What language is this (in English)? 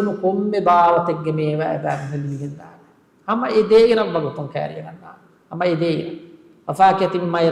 Divehi